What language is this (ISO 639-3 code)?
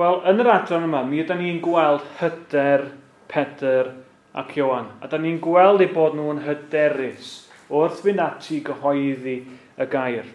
cym